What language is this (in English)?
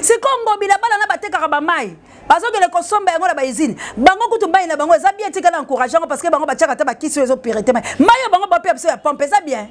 Lingala